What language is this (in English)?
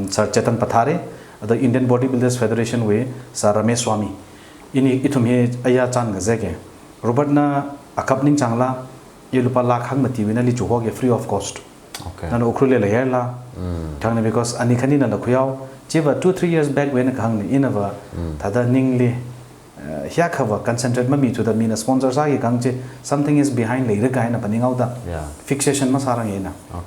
Tangkhul Naga (India)